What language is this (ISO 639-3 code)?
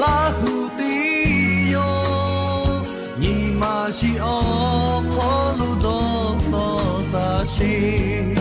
lhu